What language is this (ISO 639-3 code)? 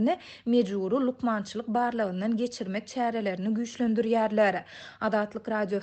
tuk